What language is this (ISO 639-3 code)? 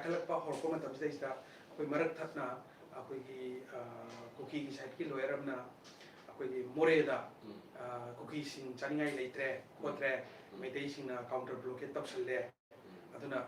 mni